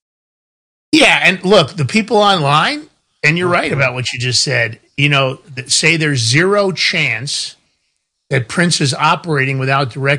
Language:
English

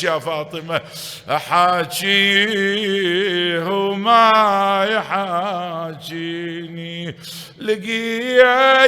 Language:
Mesopotamian Arabic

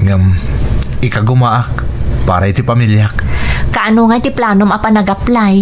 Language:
Iloko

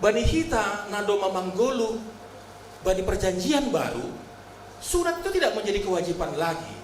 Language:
Batak Simalungun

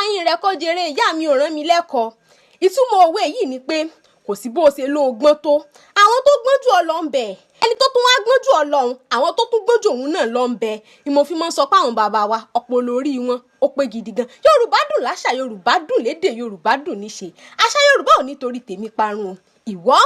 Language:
Yoruba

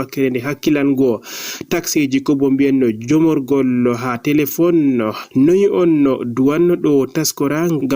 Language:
Fula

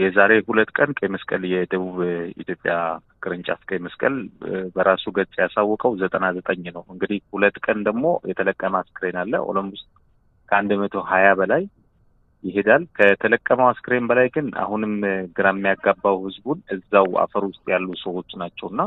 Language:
Amharic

